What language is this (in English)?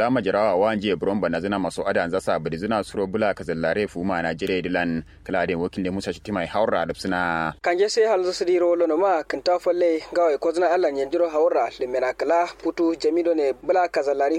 Kanuri